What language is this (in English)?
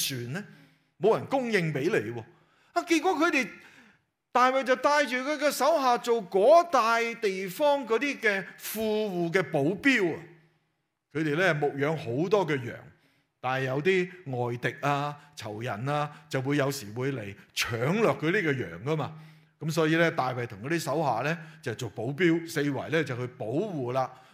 Cantonese